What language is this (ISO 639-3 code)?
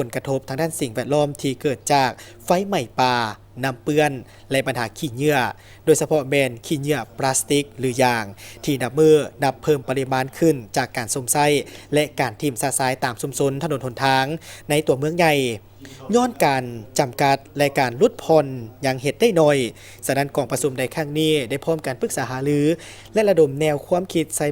lao